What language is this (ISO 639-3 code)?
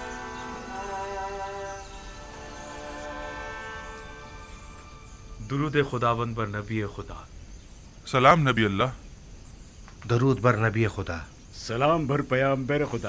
urd